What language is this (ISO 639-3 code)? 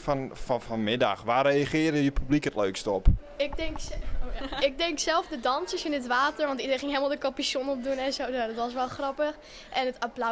fry